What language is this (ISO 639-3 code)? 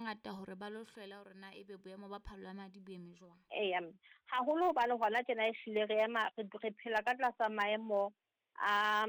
sot